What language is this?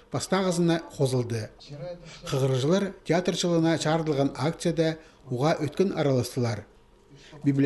Khakas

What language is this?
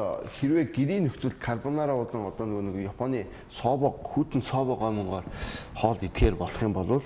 Mongolian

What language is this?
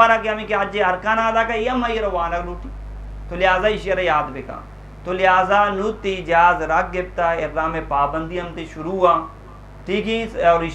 Eastern Balochi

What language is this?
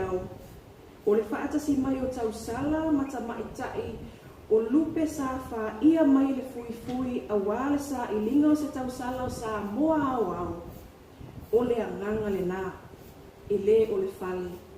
Samoan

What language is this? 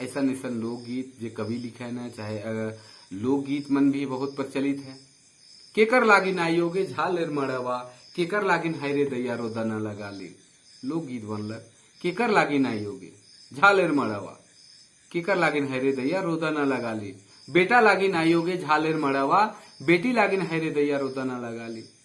Sadri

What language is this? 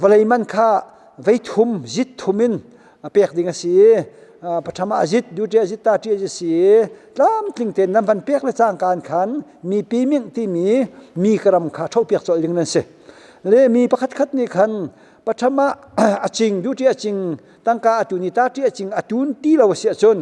Hakha Chin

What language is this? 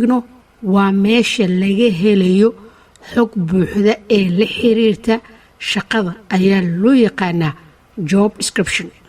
Somali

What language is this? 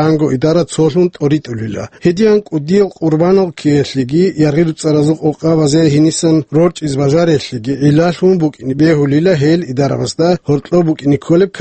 Avaric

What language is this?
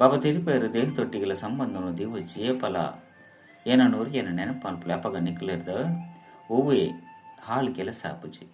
Tulu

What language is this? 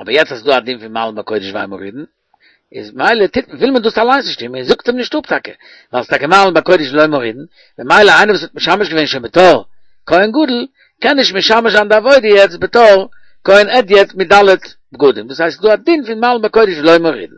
Yiddish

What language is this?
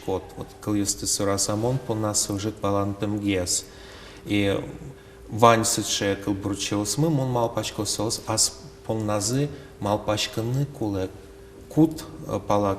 Udmurt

